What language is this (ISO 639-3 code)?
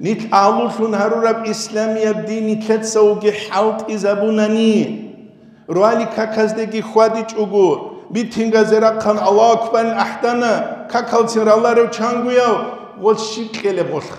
ava